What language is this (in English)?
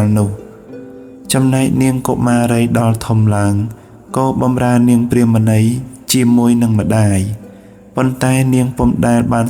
Khmer